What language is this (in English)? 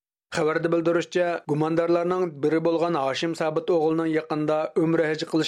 Uyghur